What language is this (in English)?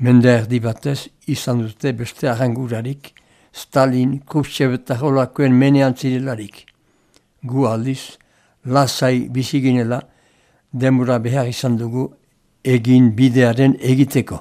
Basque